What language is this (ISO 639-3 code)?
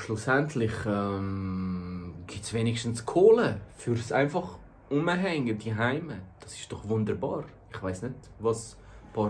gsw